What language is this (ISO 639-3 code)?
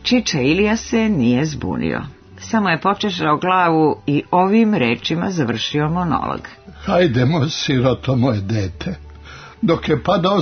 srp